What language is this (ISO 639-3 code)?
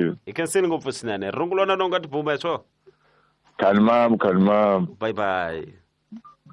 tso